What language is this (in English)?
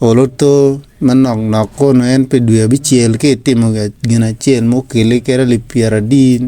Acoli